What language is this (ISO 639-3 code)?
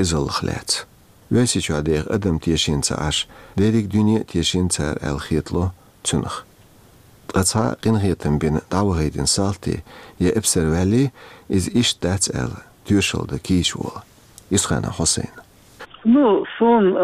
che